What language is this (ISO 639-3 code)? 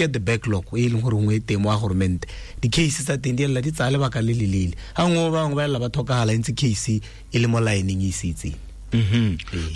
tsn